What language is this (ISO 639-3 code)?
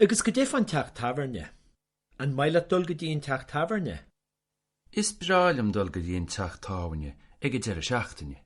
gle